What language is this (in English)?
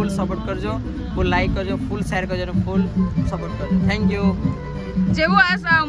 Gujarati